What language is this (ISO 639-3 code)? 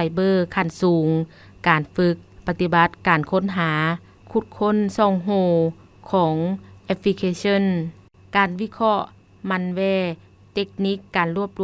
lao